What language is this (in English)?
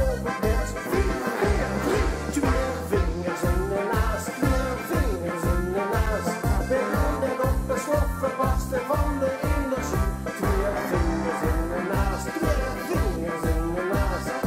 Limburgish